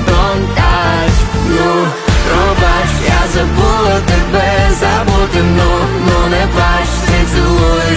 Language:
Ukrainian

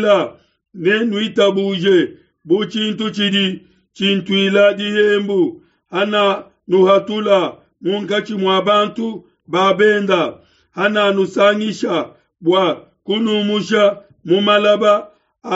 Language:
Luba-Lulua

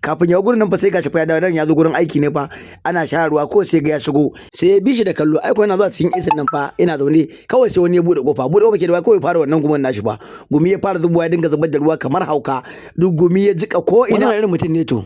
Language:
Hausa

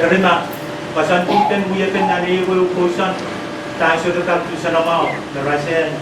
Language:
Pohnpeian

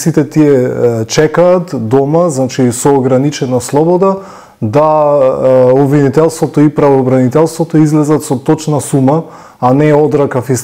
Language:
Macedonian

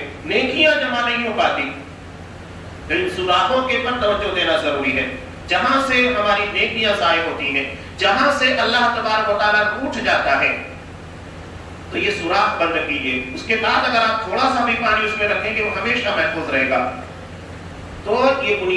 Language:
Urdu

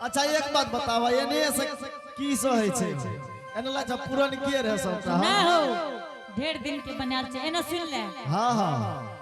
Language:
Angika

